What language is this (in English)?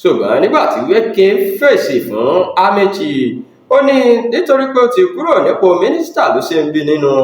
Yoruba